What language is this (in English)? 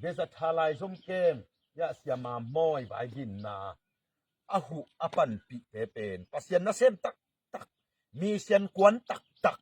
Tedim Chin